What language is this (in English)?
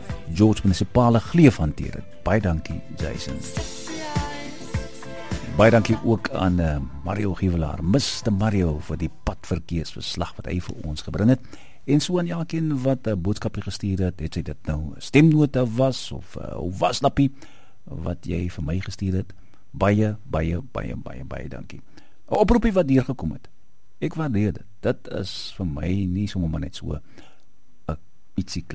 Afrikaans